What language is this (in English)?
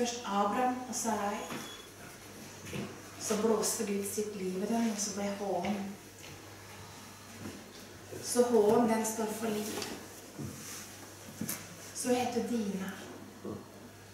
Norwegian